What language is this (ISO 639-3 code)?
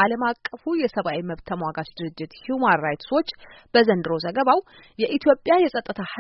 amh